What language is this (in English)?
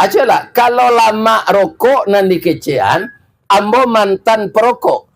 Minangkabau